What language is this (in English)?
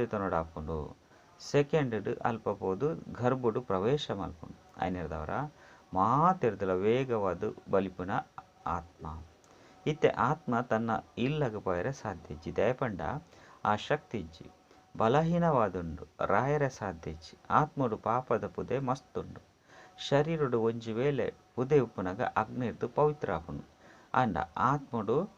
Tulu